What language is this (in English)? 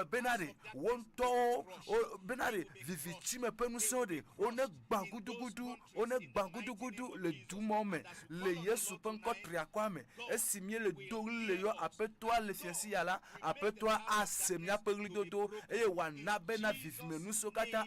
Ewe